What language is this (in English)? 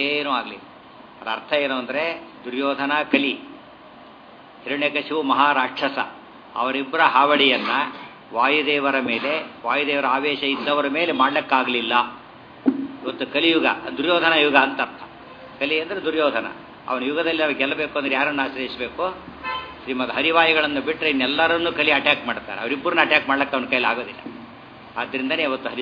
Kannada